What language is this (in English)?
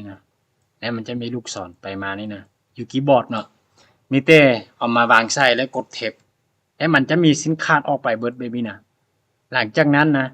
Lao